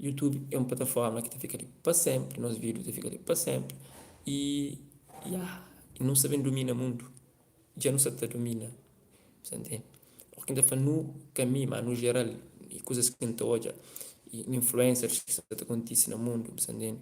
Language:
Kabuverdianu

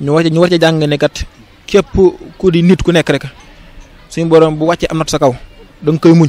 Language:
Wolof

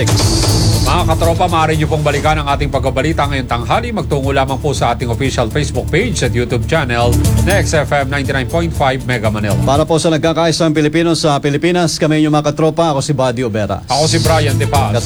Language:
Filipino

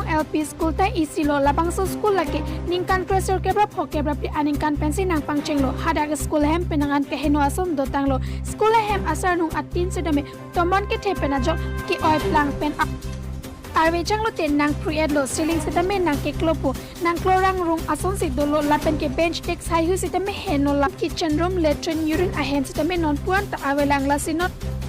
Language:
Karbi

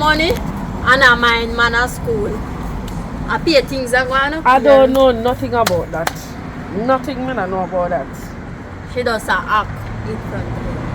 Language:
Jamaican Creole English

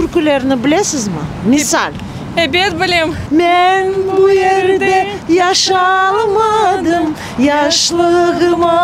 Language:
Crimean Tatar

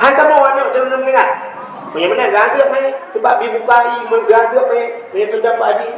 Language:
Achinese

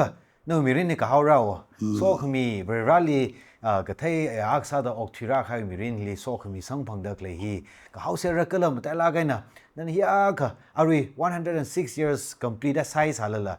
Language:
Tangkhul Naga (India)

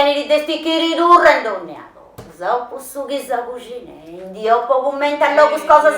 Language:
Sardinian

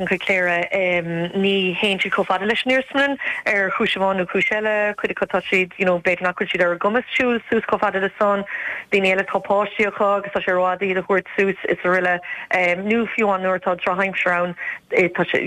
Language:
Irish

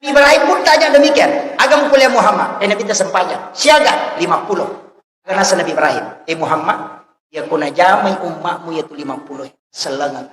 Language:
Buginese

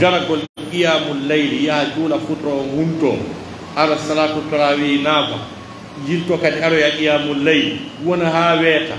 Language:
Pular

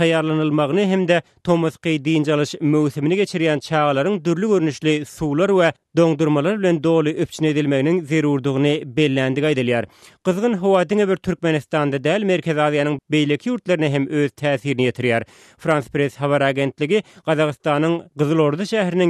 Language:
Turkmen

